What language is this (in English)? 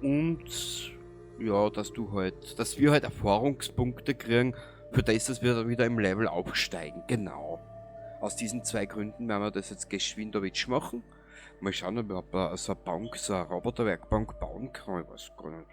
Bavarian